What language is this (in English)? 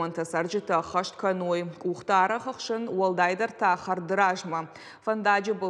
Ossetic